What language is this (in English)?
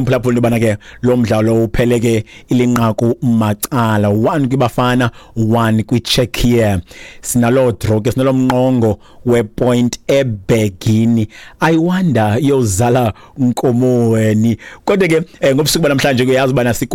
Xhosa